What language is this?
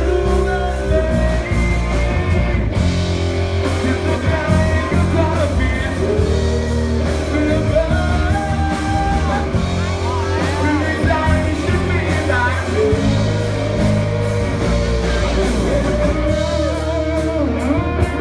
Thai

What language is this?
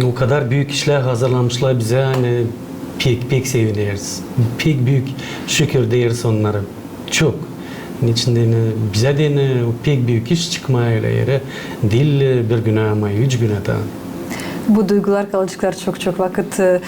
Gagauz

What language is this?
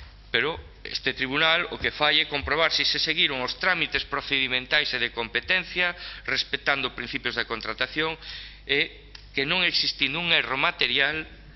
Galician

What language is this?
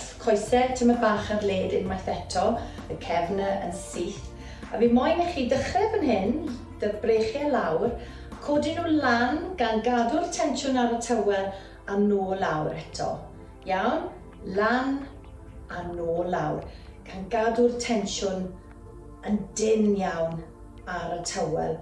Welsh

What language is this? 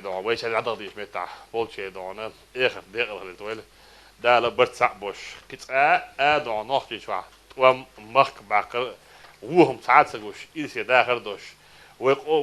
Chechen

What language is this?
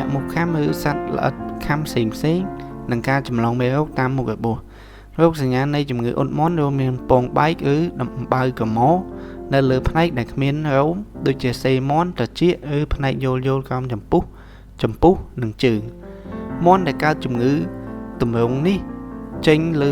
Khmer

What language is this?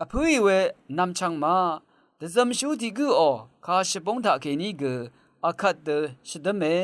Rawang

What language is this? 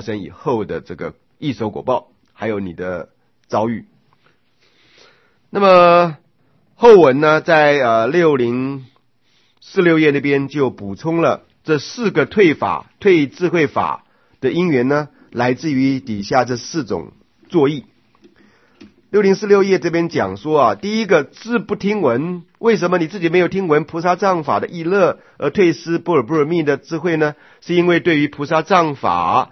Chinese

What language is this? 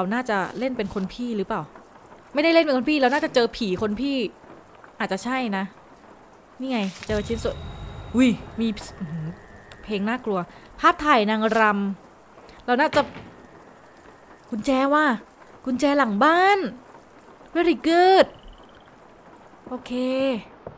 Thai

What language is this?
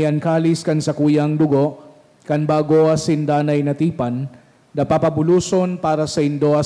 Bikol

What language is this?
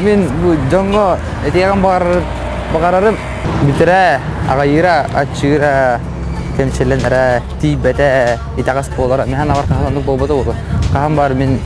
Yakut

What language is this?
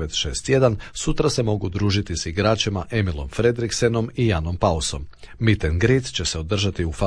Croatian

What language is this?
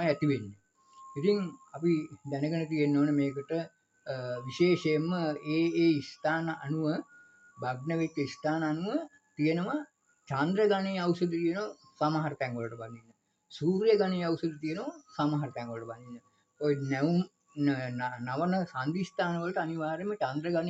Sinhala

